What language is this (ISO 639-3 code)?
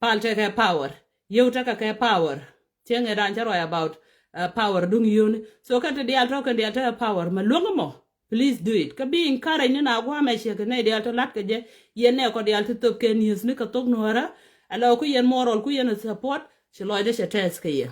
nus